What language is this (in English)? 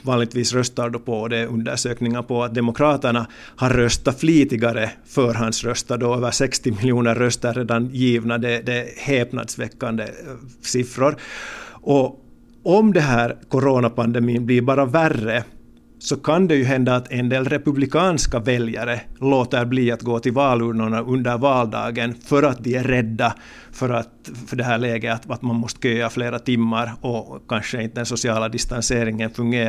Swedish